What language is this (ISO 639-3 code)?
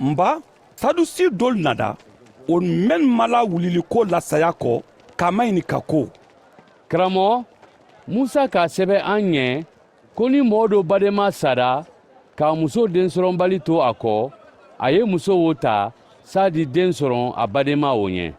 man